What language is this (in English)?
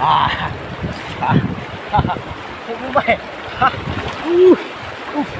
Bodo